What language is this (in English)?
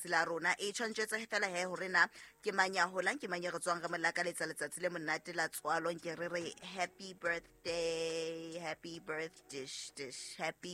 Southern Sotho